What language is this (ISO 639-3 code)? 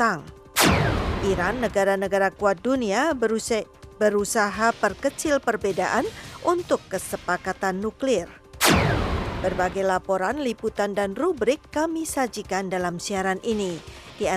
ind